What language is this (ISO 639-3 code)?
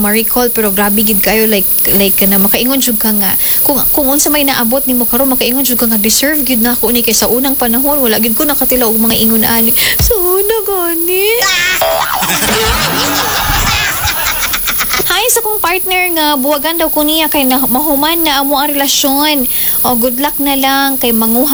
ceb